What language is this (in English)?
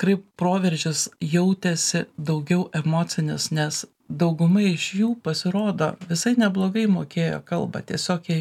Lithuanian